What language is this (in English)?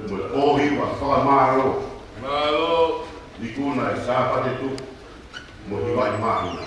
Tongan